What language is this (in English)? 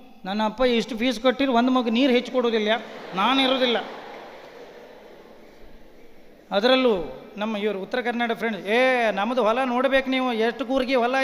Kannada